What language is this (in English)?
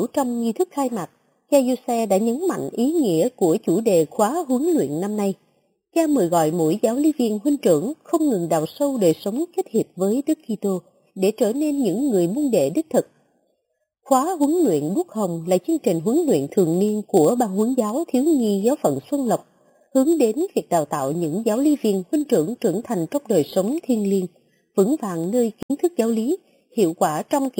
Vietnamese